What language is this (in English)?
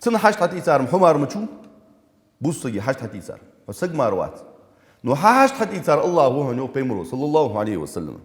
Ingush